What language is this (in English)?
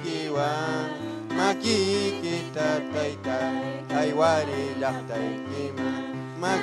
Ayacucho Quechua